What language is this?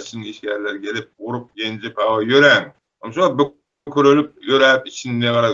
Turkmen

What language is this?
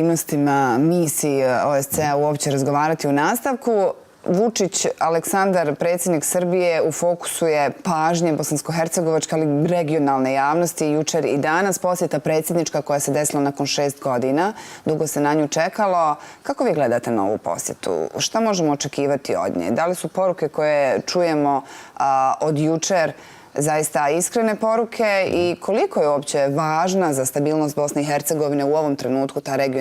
Bosnian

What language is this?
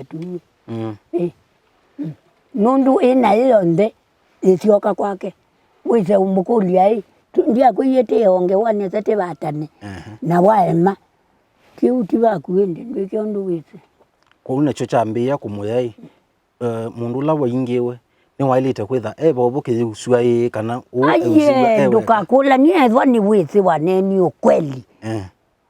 Kamba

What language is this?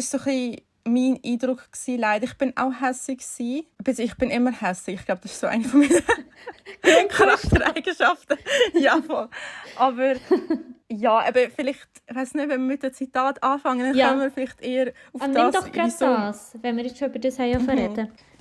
Swiss German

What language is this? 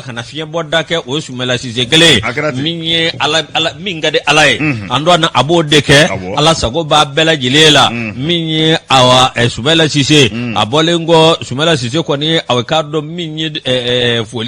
Bambara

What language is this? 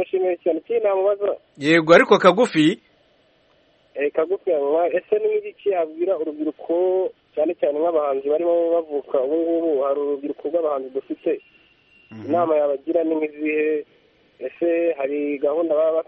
Kinyarwanda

